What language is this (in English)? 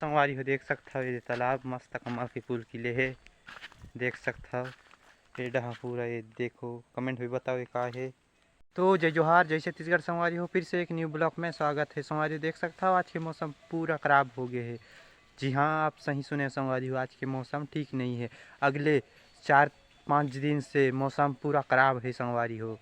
Chhattisgarhi